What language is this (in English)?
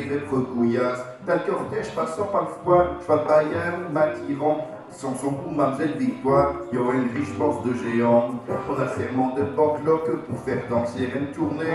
Picard